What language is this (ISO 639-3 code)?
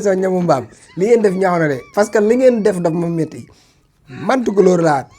wol